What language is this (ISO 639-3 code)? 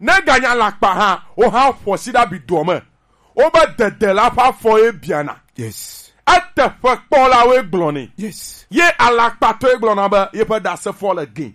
gej